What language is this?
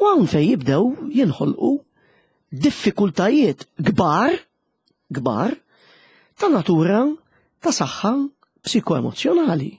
Maltese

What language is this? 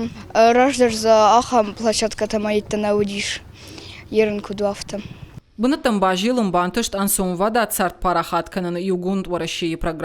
Ossetic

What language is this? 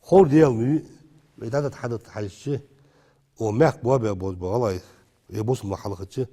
Ingush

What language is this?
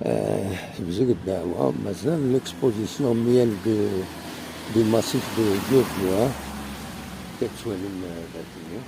Kabyle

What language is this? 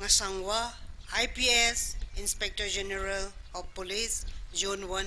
Tangkhul Naga (India)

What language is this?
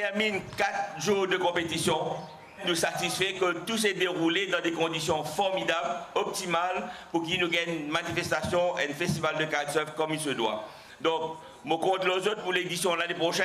Morisyen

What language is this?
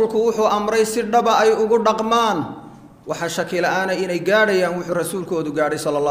Somali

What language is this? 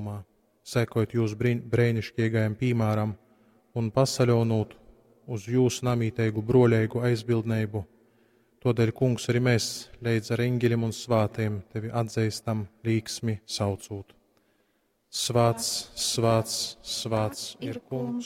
Latgalian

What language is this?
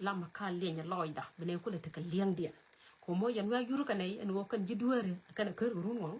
Nuer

